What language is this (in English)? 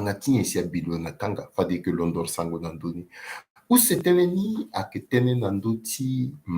Sango